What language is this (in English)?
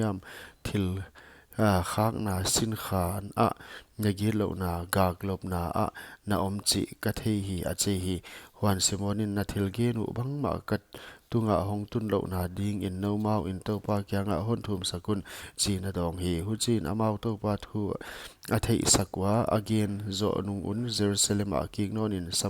Paite Chin